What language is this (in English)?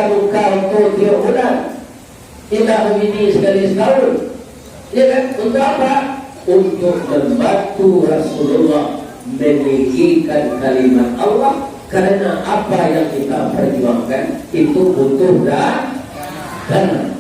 Minangkabau